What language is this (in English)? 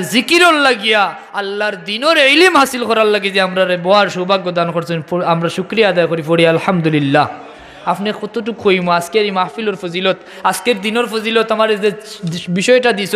Sylheti